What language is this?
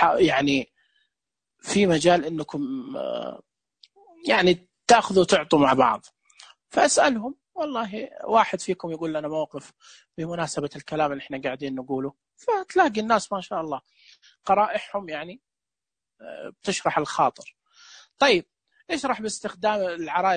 Najdi Arabic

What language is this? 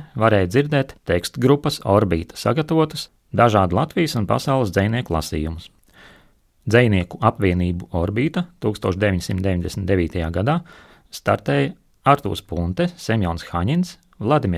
Latvian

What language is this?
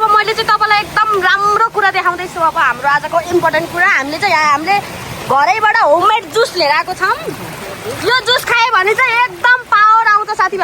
Nepali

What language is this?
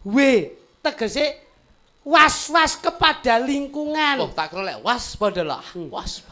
Javanese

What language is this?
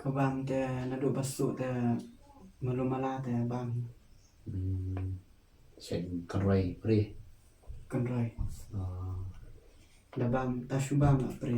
Khasi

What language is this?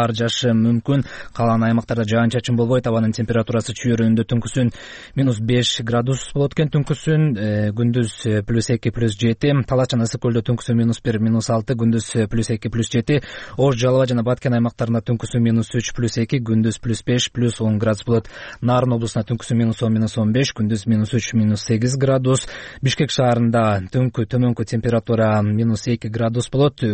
Kyrgyz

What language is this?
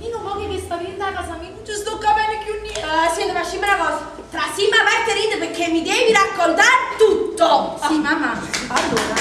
Neapolitan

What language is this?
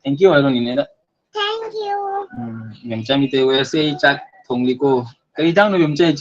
Manipuri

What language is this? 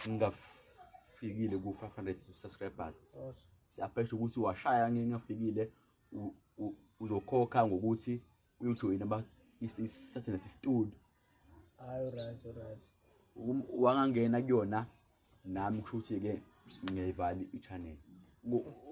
Zulu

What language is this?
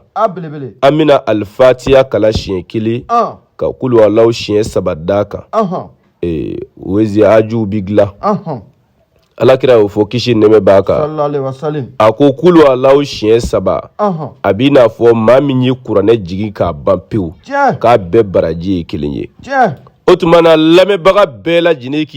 Bambara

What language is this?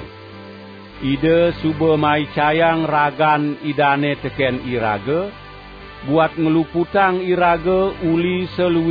Balinese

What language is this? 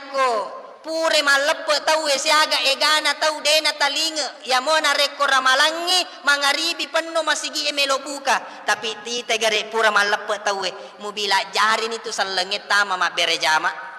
Buginese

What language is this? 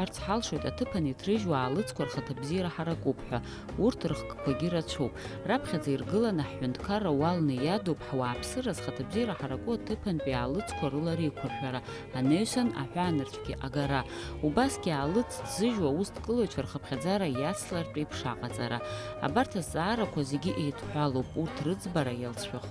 Abkhazian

